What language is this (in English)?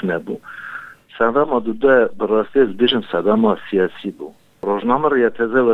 Kurdish